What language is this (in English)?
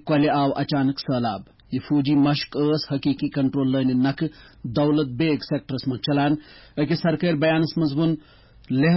Kashmiri